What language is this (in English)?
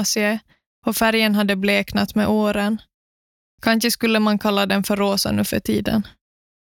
Swedish